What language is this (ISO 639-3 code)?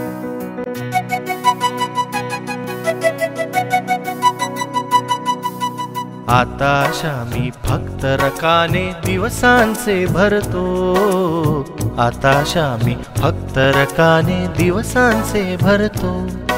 mar